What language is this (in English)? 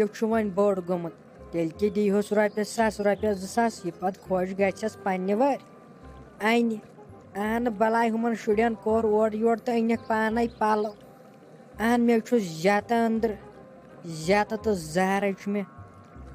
Kashmiri